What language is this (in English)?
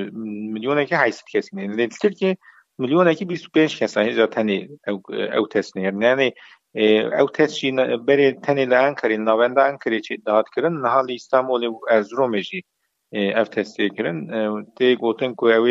Kurdish